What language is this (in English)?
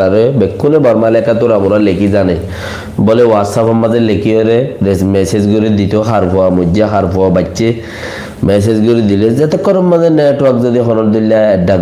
Rohingya